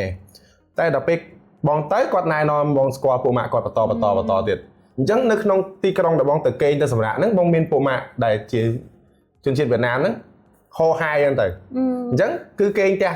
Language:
Khmer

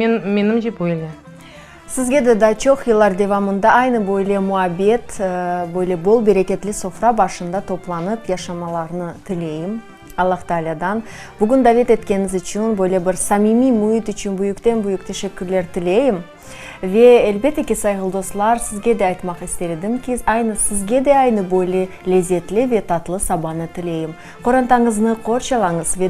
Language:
Crimean Tatar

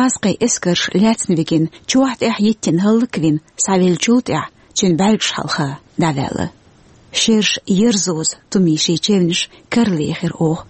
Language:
Chechen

